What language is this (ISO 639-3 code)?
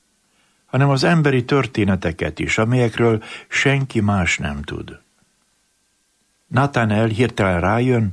hun